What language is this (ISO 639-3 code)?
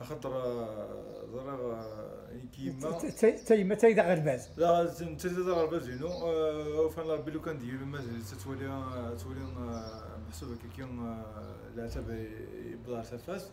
kab